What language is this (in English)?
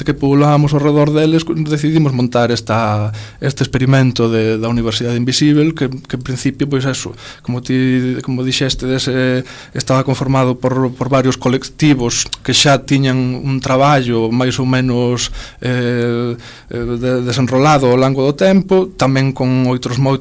Galician